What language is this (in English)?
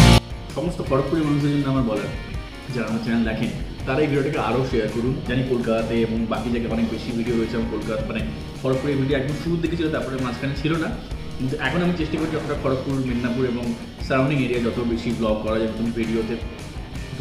Bangla